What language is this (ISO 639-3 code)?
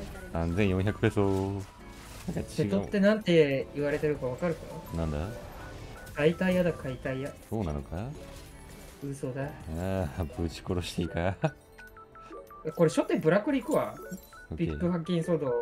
jpn